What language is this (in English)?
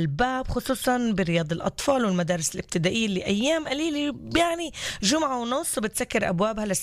North Levantine Arabic